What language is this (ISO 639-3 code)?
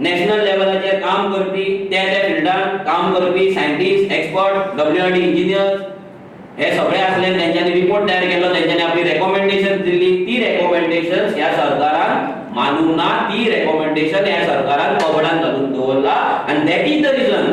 kok